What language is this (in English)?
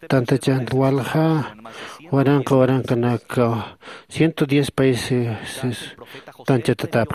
Aymara